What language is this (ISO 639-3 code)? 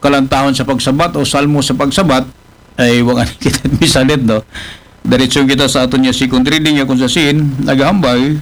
akl